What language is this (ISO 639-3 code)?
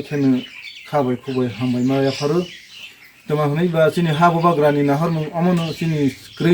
trp